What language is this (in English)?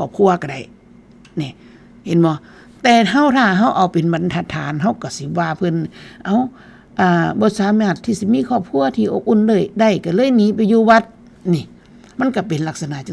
Northeastern Thai